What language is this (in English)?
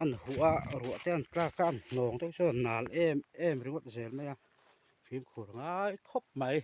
Mizo